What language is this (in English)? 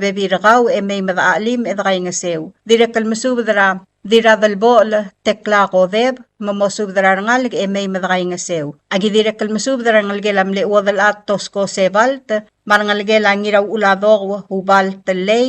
Palauan